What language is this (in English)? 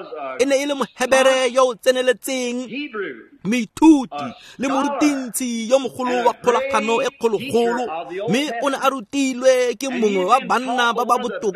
Tswana